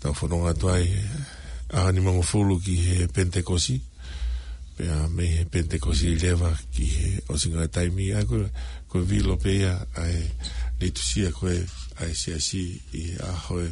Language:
Tongan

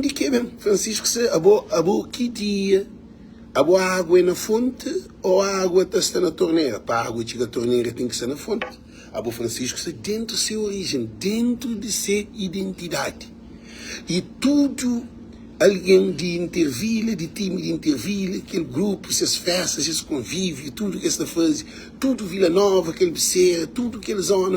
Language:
Kabuverdianu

